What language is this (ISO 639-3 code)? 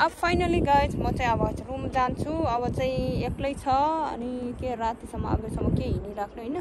nep